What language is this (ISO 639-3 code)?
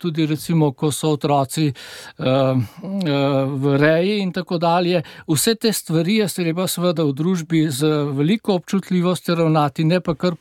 slv